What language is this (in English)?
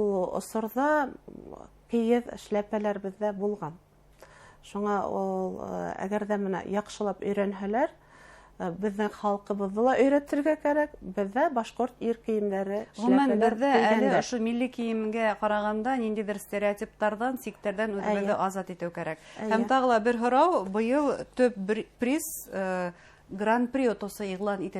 Bashkir